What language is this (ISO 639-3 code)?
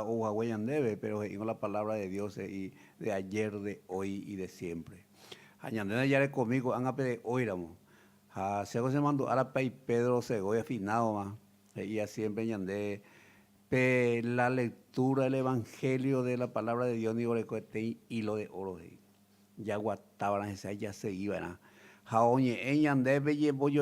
grn